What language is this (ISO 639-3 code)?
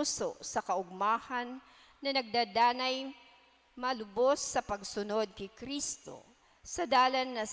bik